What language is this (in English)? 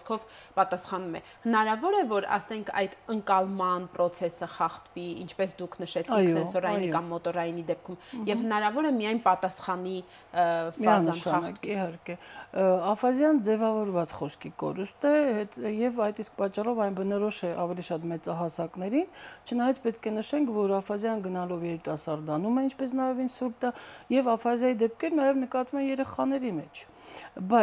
Armenian